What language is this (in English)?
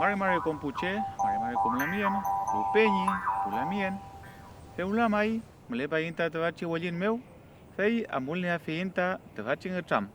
Mapuche